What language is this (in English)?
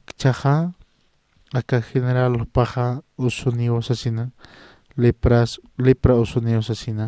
Aymara